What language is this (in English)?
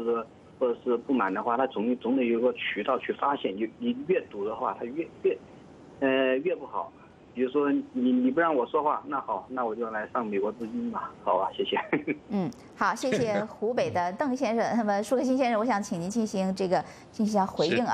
Chinese